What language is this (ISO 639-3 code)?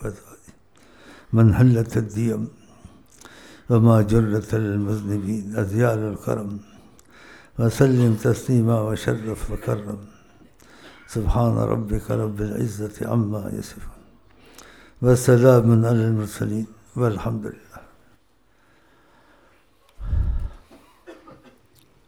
urd